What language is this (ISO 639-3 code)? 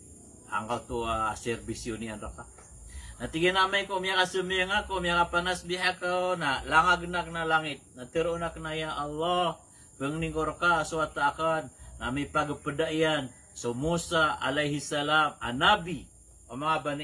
mrw